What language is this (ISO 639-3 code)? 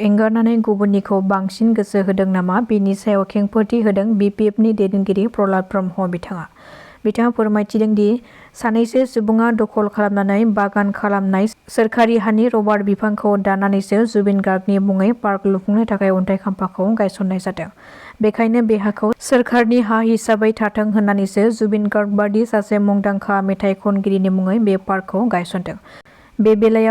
brx